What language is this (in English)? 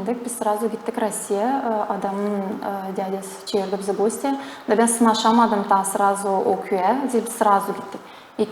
Gagauz